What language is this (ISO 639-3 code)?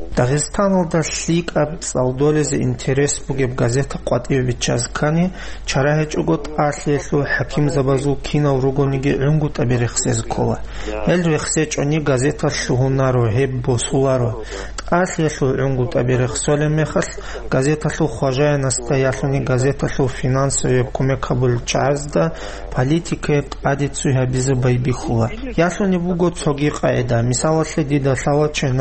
ava